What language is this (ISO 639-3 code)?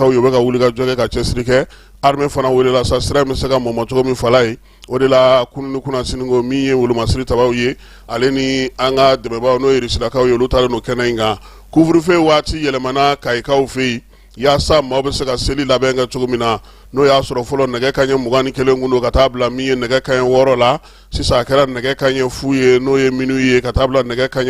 bam